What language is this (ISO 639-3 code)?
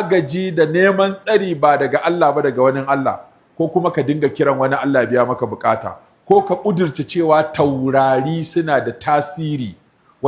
hau